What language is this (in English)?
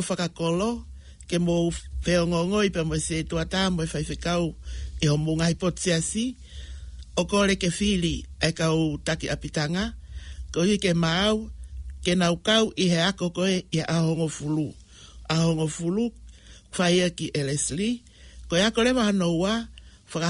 Tongan